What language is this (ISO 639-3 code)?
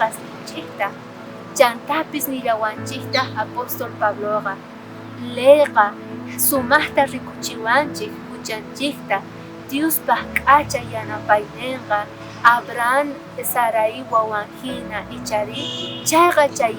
quh